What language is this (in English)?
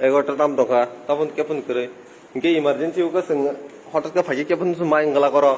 Kok Borok